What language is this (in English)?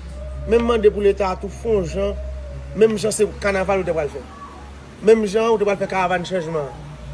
Haitian Creole